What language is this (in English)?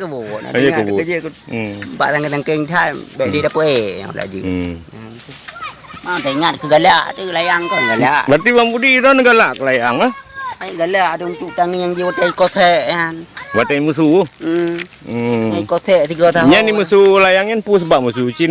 Achinese